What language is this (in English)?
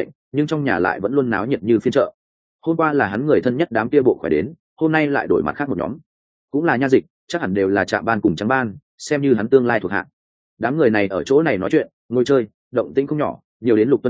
Vietnamese